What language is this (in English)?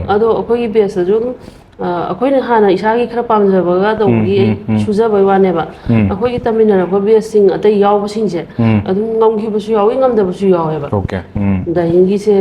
Manipuri